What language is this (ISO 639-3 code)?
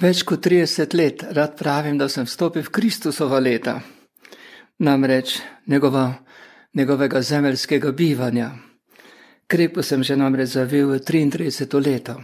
slv